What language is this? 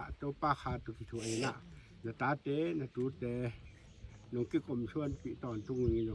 Tedim Chin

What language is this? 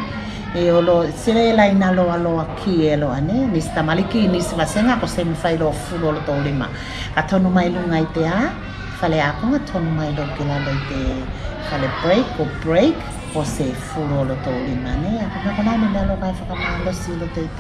Tuvalu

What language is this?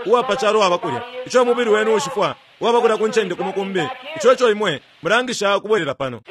Bemba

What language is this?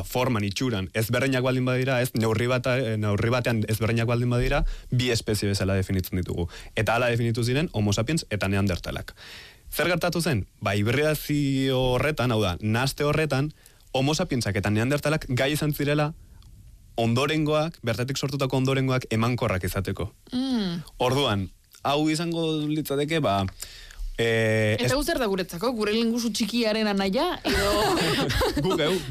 Basque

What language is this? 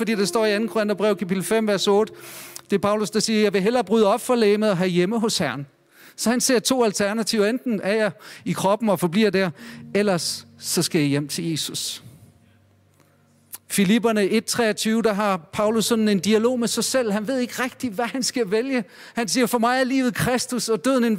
Danish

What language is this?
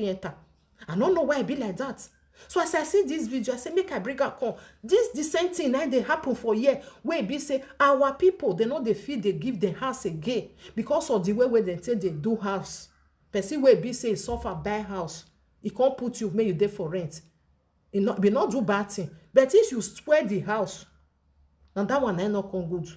Nigerian Pidgin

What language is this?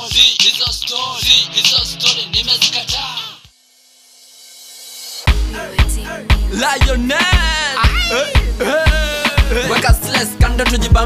Swahili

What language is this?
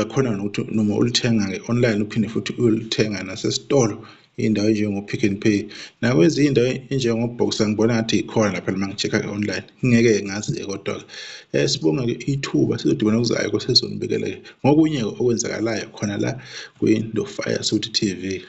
Zulu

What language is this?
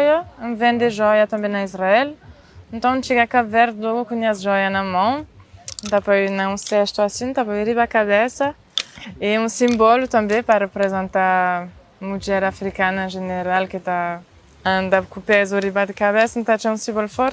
Kabuverdianu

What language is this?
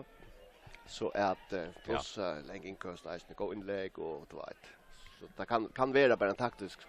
Faroese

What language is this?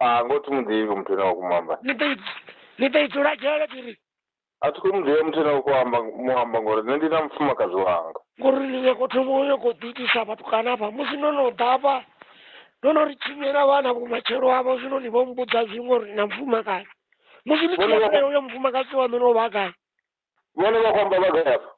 Venda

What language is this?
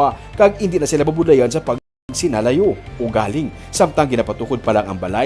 Hiligaynon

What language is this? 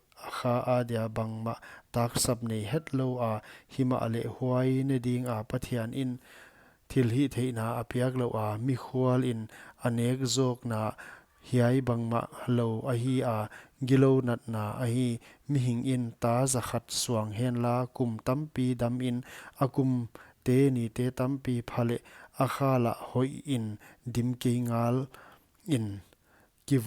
Paite Chin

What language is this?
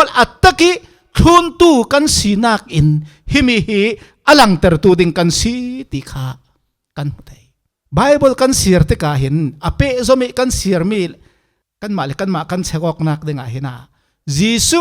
Falam Chin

